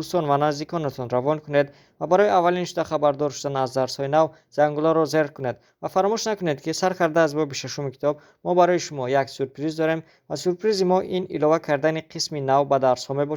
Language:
Tajik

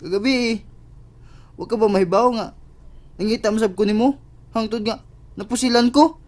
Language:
Cebuano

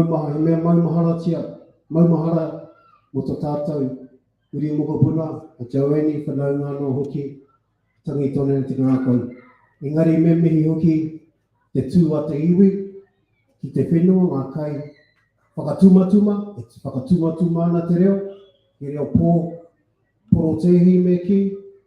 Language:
Māori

